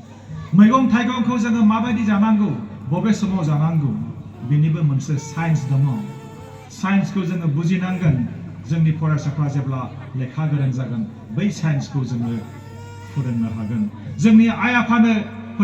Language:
Bodo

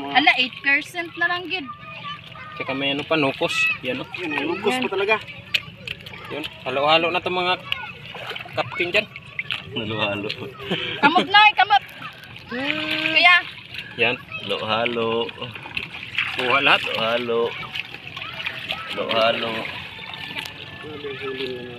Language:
Filipino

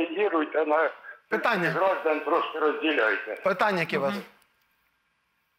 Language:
Ukrainian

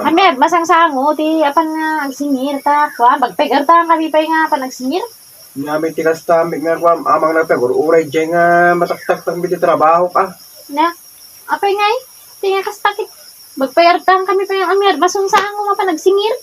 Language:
Iloko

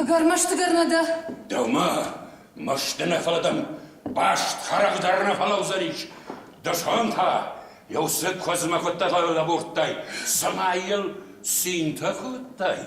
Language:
Ossetic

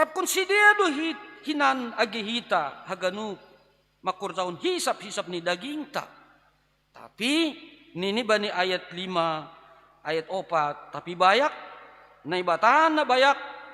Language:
Batak Simalungun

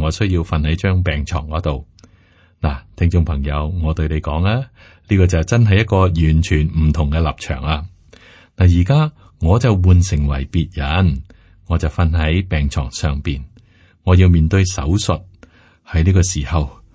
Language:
Cantonese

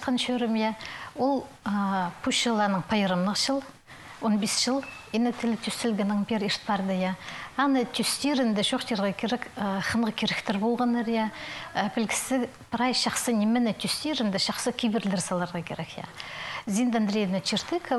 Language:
Khakas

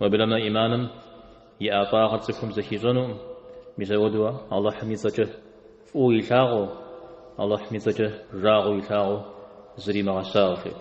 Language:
Kabardian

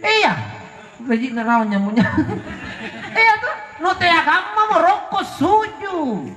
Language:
Makasar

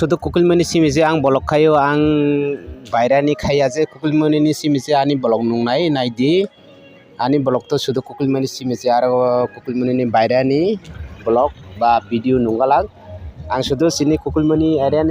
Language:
Kok Borok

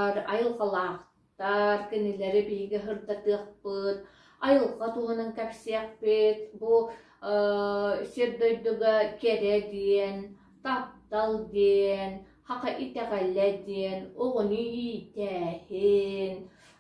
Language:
Yakut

